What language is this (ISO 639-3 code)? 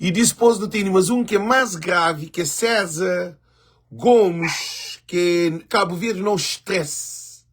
kea